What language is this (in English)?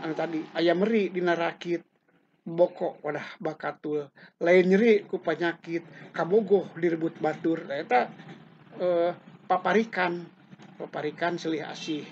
Sundanese